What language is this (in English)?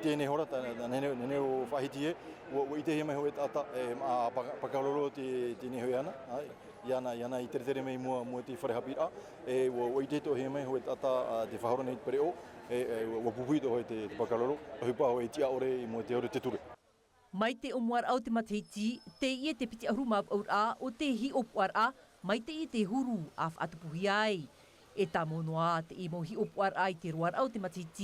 Tahitian